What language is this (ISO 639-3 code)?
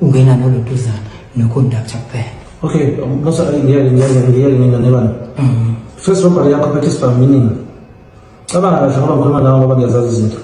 zul